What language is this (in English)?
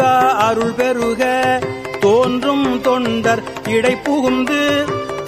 Tamil